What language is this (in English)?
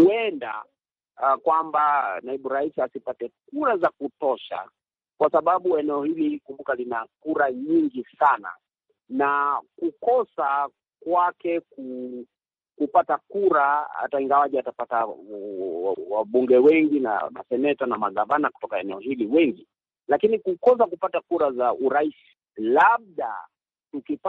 Swahili